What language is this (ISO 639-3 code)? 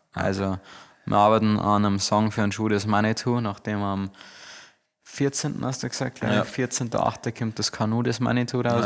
bar